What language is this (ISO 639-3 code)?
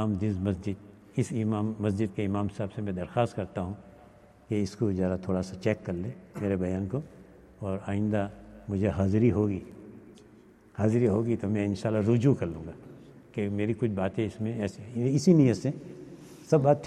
urd